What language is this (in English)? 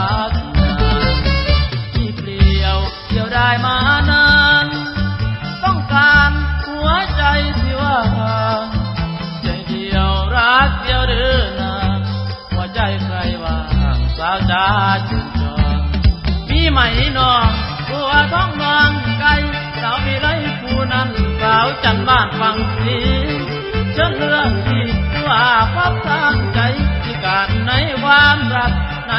Thai